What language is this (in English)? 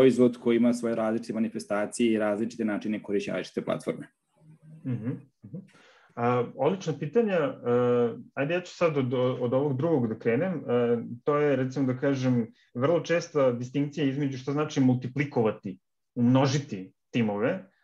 Serbian